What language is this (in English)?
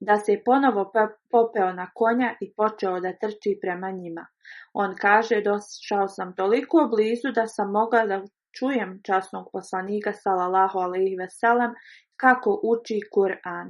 Bosnian